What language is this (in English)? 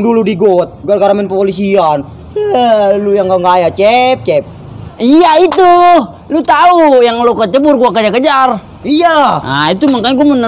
Betawi